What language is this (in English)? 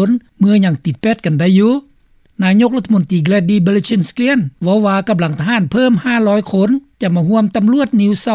Lao